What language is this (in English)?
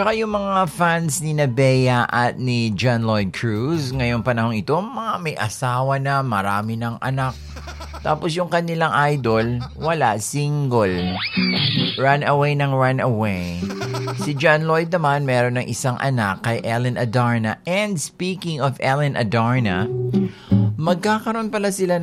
Filipino